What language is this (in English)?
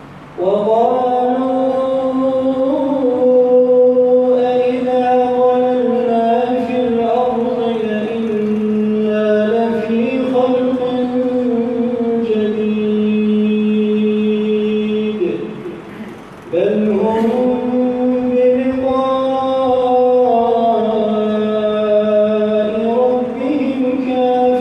Arabic